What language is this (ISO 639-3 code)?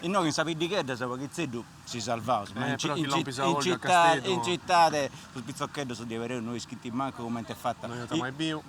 srd